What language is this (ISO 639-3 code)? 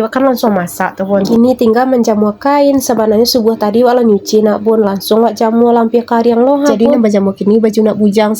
min